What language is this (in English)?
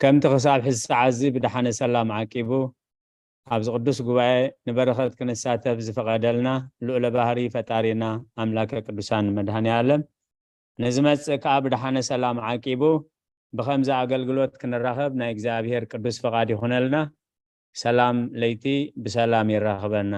Tigrinya